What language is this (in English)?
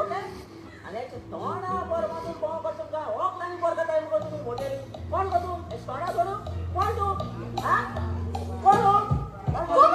Konkani